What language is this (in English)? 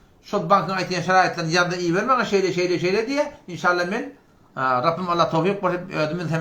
Turkmen